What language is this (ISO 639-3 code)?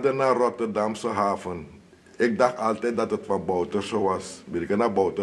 srn